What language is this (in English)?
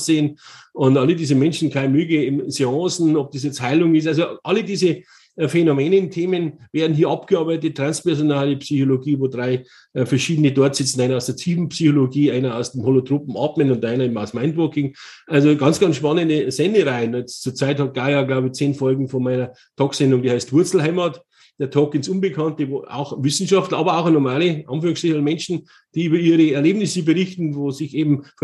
German